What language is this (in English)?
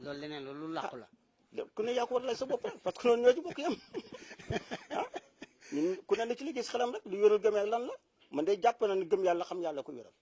Wolof